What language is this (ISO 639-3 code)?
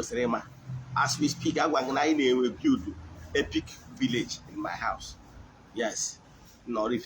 ibo